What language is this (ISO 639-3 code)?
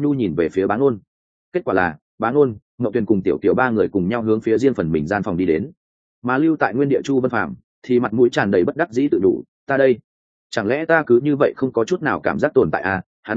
vie